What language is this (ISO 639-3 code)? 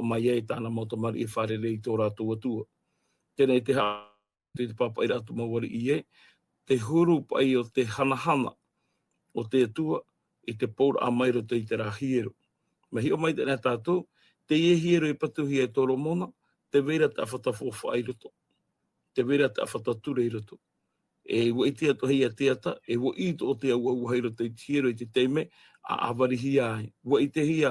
tah